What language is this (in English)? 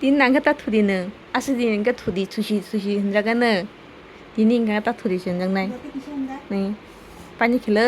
Kok Borok